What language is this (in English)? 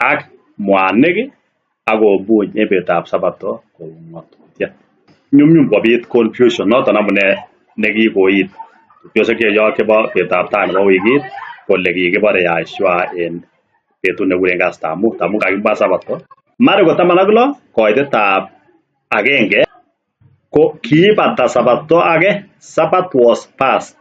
Kalenjin